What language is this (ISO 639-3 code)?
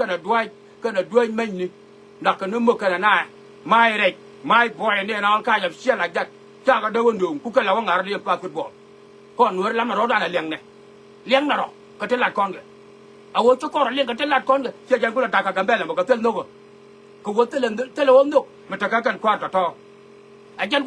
nus